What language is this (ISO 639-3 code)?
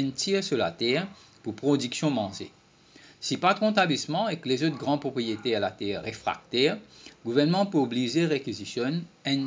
mfe